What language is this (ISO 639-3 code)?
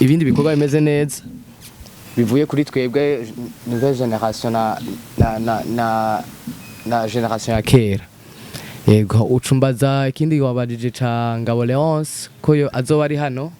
run